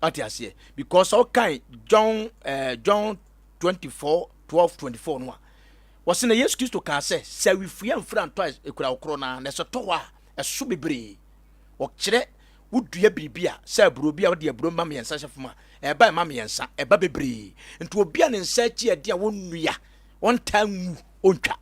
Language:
Akan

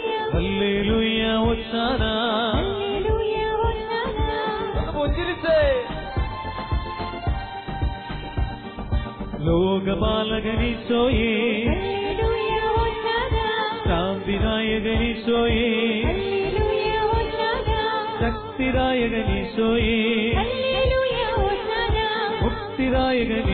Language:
Malayalam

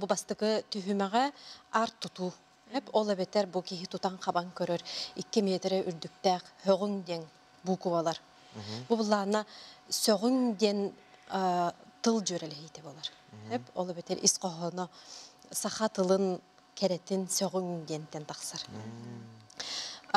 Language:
Yakut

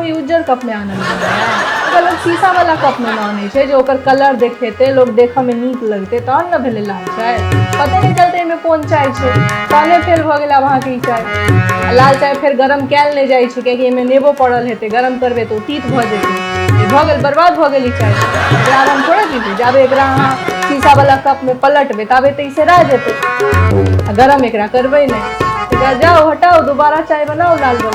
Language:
Maithili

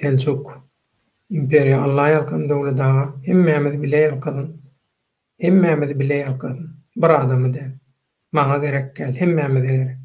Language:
Turkmen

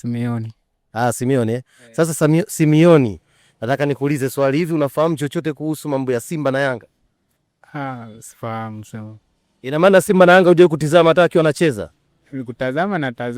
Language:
Swahili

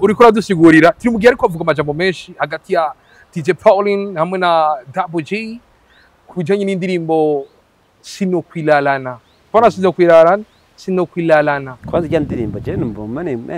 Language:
Rundi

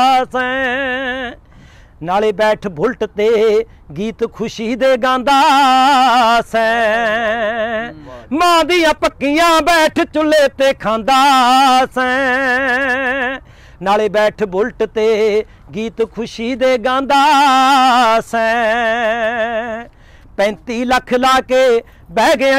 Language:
Punjabi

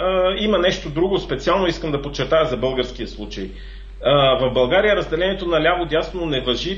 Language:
Bulgarian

